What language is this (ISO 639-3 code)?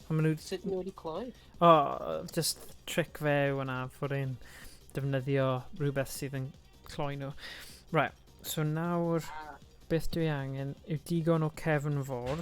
cym